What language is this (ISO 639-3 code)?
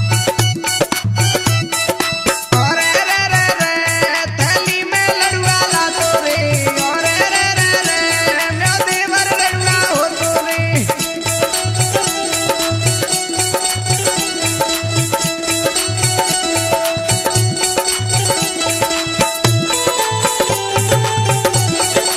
bho